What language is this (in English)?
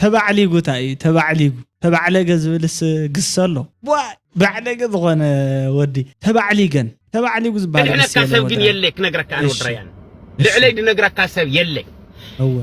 Tigrinya